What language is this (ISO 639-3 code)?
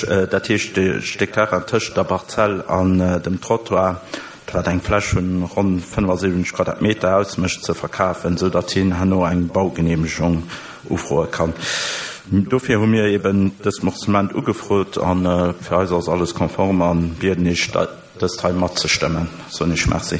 ltz